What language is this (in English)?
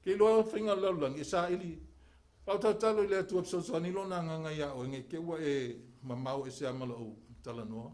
Samoan